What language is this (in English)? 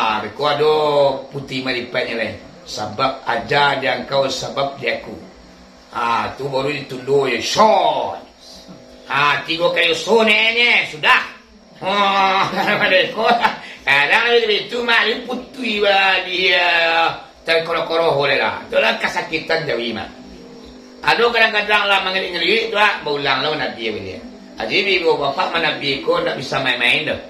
Minangkabau